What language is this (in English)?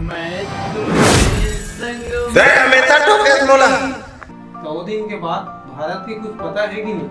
Chhattisgarhi